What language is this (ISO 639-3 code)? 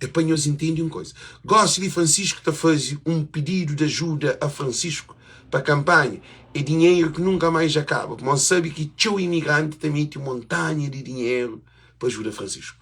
kea